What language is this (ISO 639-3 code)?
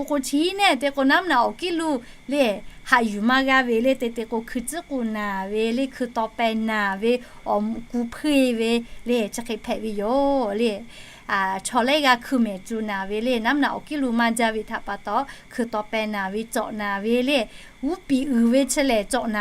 lhu